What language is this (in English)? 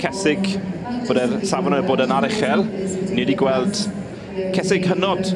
Welsh